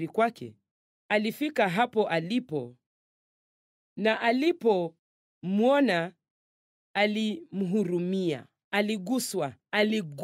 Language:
Swahili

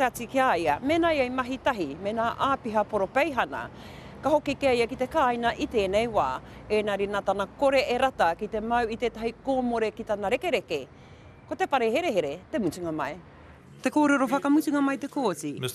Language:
Māori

